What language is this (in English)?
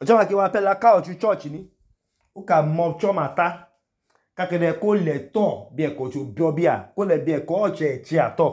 Idoma